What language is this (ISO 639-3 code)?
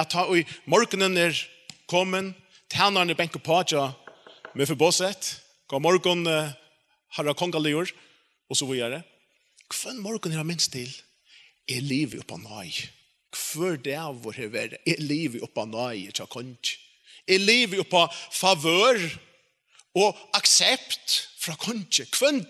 fao